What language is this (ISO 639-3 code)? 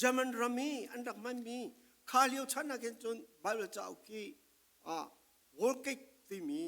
cfm